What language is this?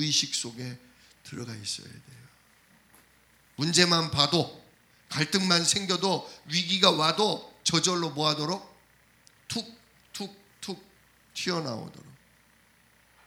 Korean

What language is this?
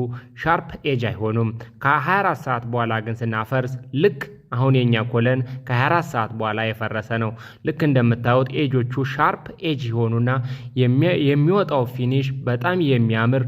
Amharic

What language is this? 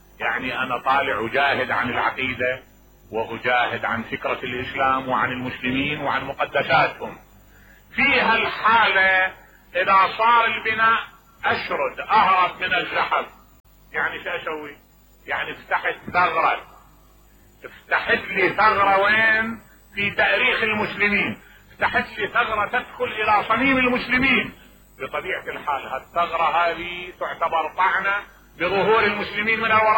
Mesopotamian Arabic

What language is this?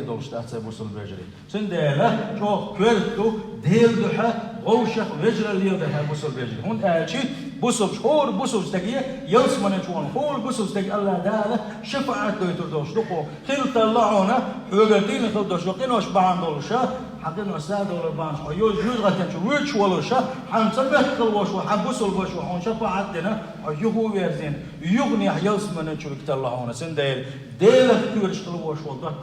Chechen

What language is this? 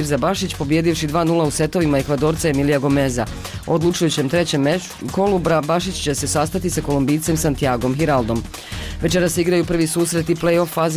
Bosnian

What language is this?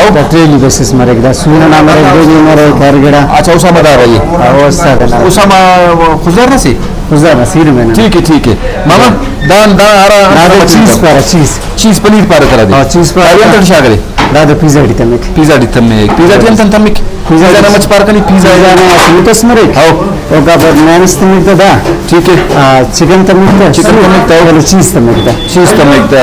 Brahui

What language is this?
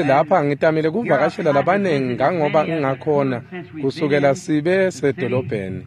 Swati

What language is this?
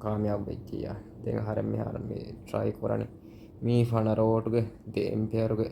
Divehi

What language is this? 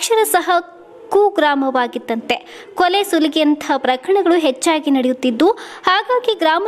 Kannada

